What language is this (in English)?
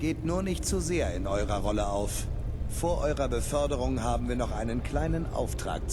Bavarian